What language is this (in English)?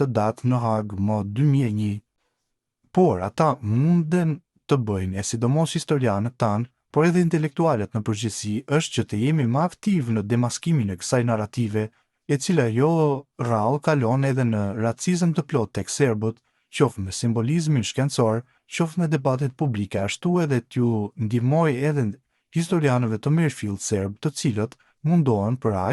Albanian